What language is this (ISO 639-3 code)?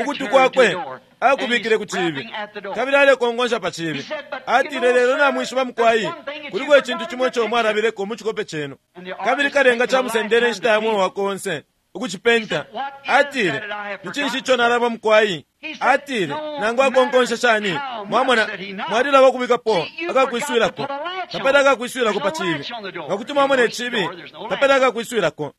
bem